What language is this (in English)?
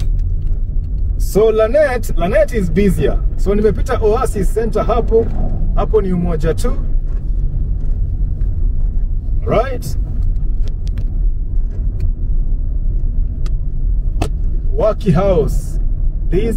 Swahili